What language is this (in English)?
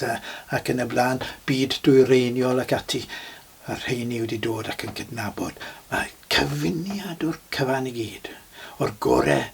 Welsh